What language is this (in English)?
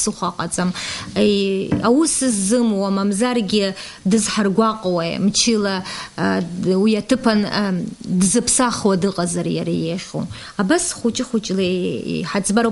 Abkhazian